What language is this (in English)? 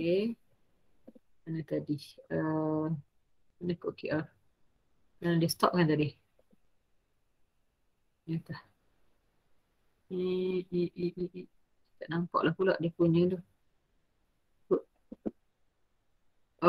Malay